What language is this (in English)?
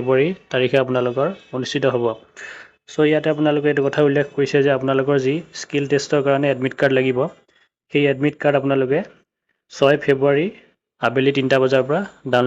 Assamese